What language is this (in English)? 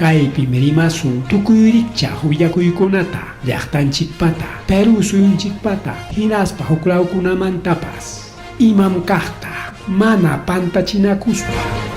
Ayacucho Quechua